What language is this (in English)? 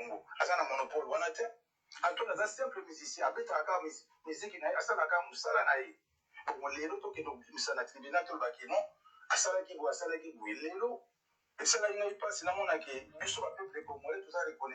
Lingala